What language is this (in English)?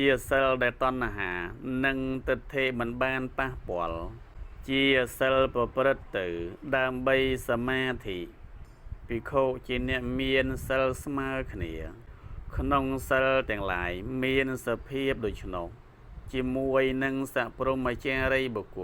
Khmer